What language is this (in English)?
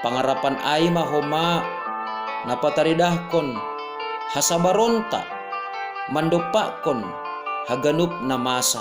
Batak Simalungun